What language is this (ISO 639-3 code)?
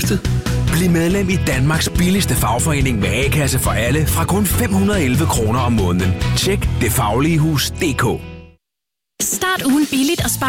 dan